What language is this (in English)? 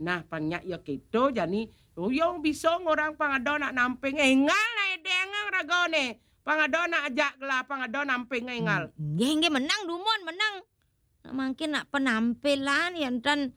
Balinese